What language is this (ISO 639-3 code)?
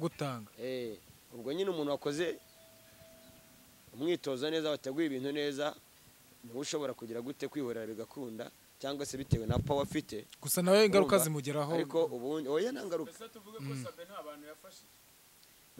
kin